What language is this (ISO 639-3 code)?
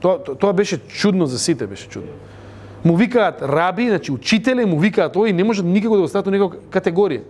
mkd